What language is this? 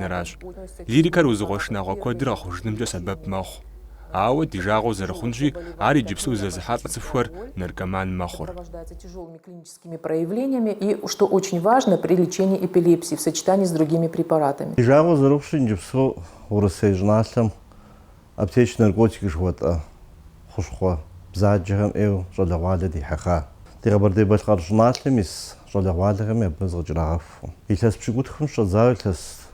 Kabardian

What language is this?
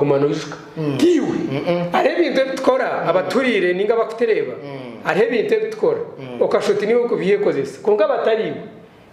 Nyankole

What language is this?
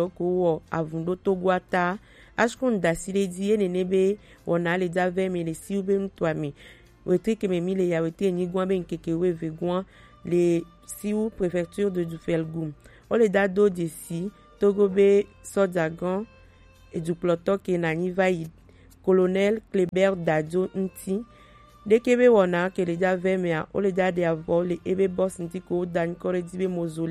Gen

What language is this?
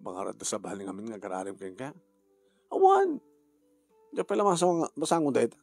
Iloko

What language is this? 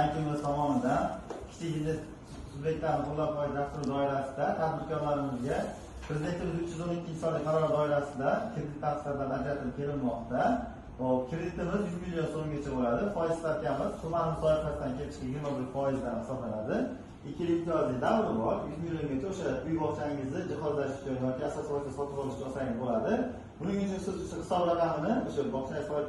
Uzbek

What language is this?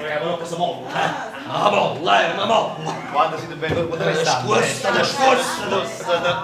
Neapolitan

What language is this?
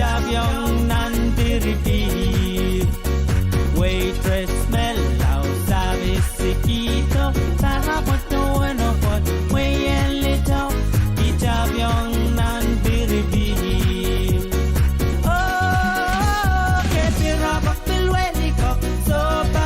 Pohnpeian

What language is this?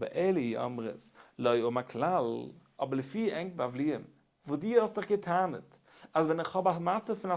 Yiddish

